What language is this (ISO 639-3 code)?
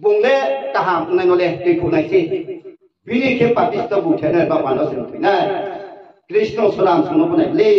ria